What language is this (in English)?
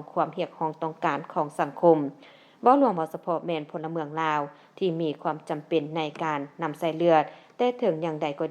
Lao